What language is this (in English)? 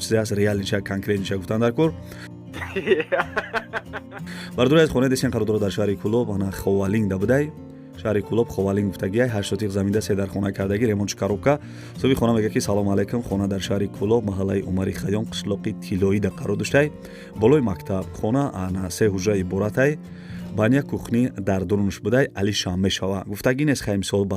Tajik